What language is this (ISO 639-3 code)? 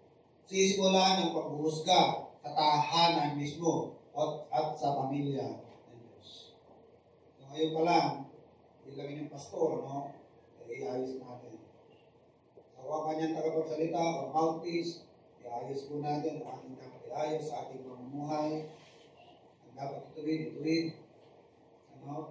fil